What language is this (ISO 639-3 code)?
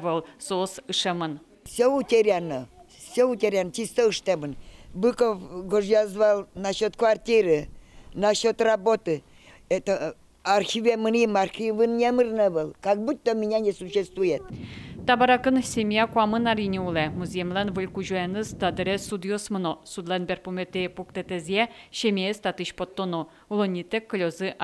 udm